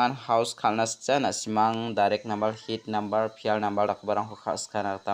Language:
Garo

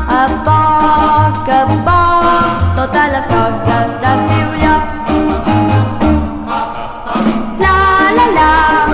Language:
Catalan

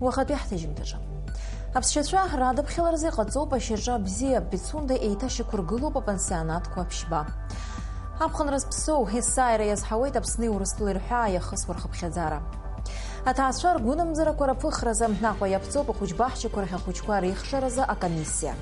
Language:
Abkhazian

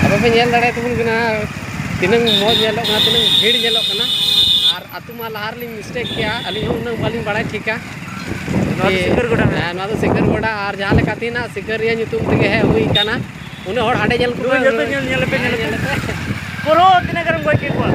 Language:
Santali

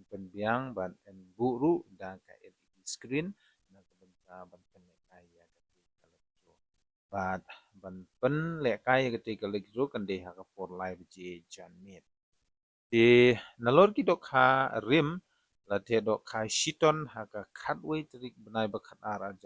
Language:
Khasi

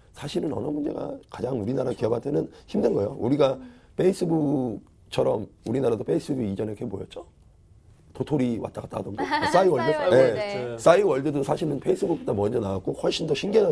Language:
Korean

